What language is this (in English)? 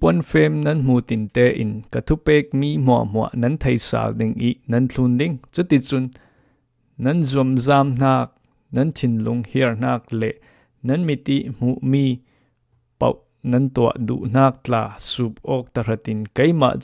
Falam Chin